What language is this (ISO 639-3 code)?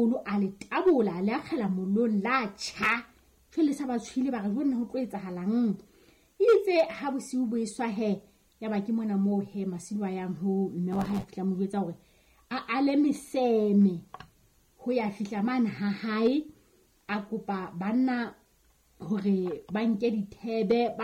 sot